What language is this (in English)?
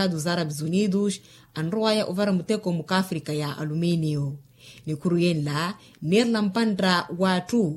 Makhuwa